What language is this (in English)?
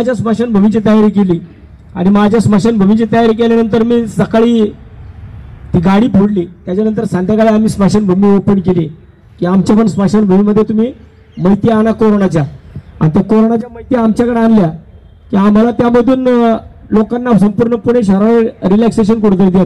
Marathi